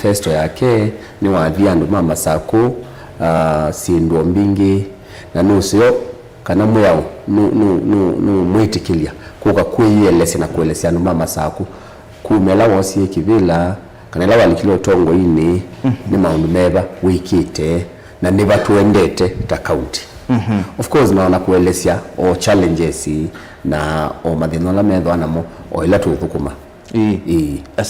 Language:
Kamba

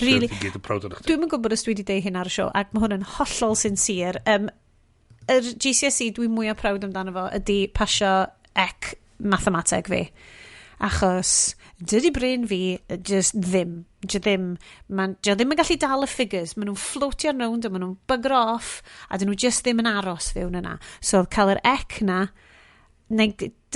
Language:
Welsh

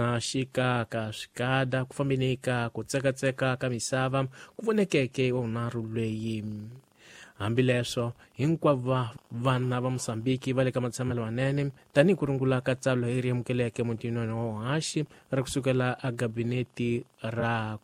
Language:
Tsonga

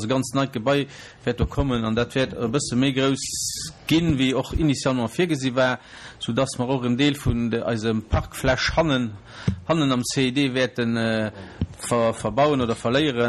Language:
Luxembourgish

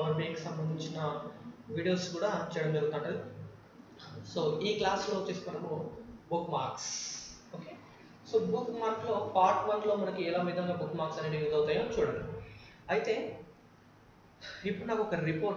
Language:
Telugu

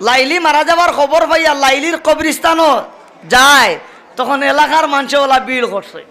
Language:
Sylheti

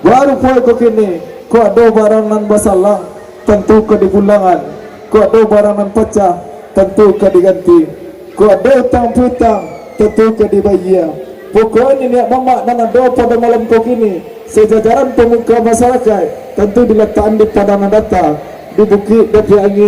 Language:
Minangkabau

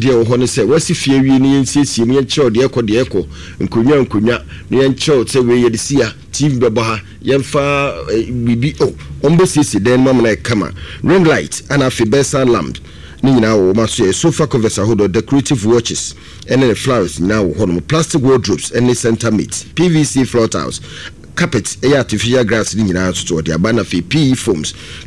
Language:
Akan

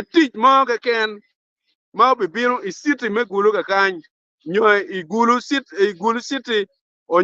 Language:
Acoli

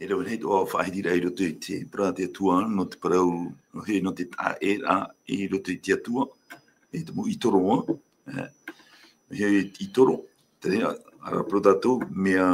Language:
Tahitian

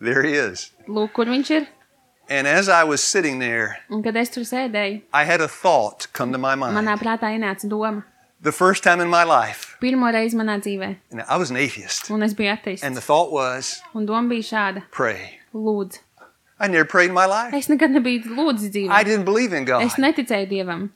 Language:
Latvian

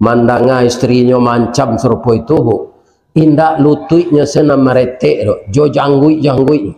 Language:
Minangkabau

